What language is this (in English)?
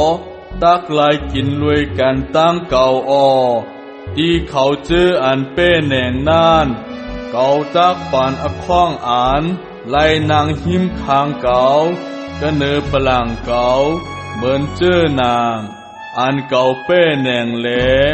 Shan